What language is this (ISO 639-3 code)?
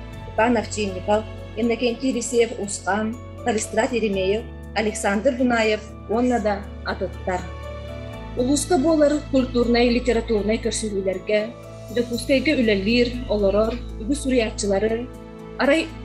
sah